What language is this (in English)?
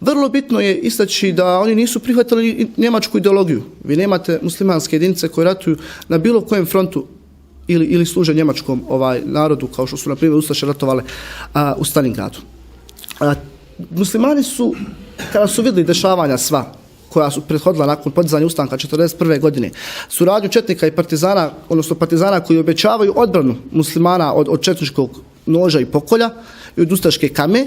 Bosnian